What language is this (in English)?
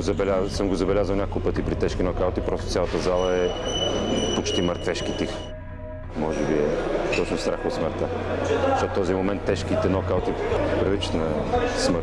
Bulgarian